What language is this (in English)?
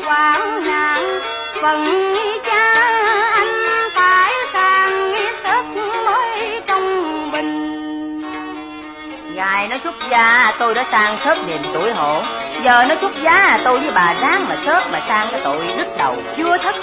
Vietnamese